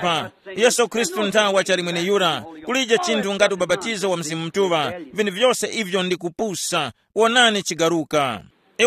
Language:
Tumbuka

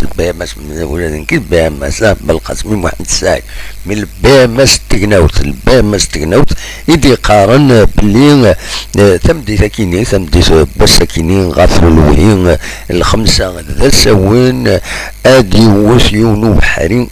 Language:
Kabyle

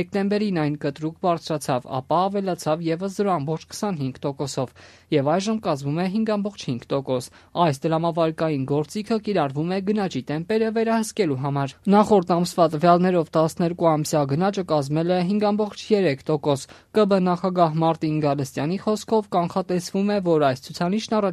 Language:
Armenian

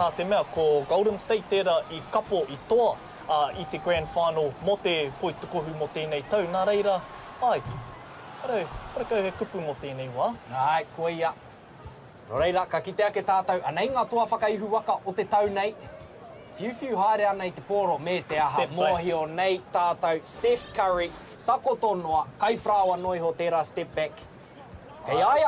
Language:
Māori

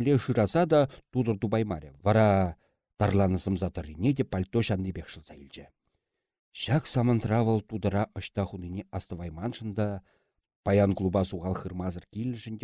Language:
Chuvash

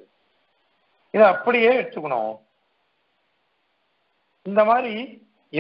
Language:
Tamil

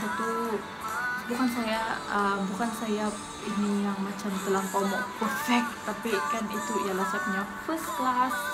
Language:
Sabah Malay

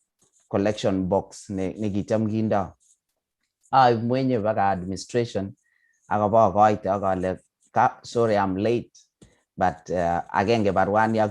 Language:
Kalenjin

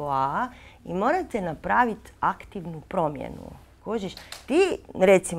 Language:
Croatian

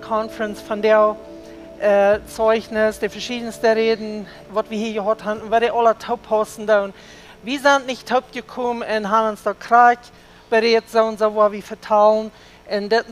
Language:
Plautdietsch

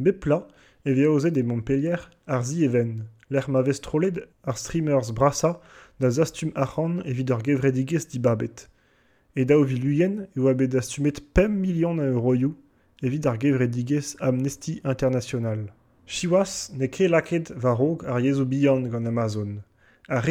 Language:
Breton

